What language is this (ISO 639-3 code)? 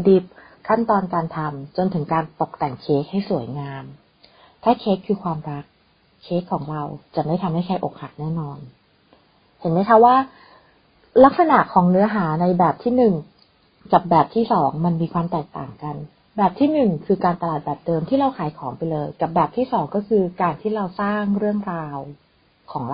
tha